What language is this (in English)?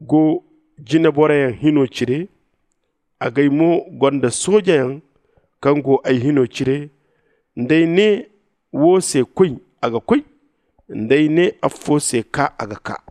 Zarma